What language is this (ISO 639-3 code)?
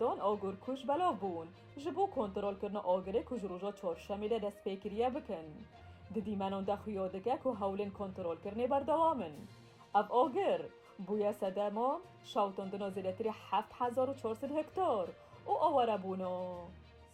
kur